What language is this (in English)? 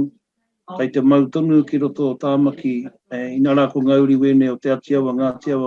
Māori